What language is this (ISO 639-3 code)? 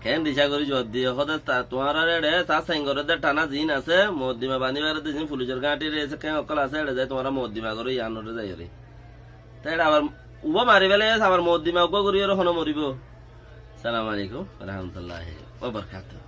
rhg